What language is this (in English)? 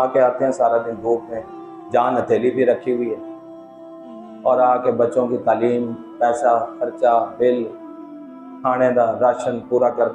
Urdu